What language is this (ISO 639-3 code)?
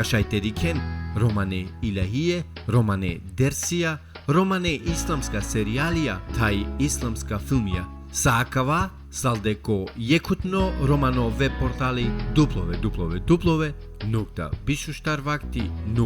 rmn